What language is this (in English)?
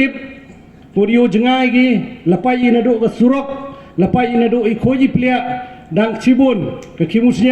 Pnar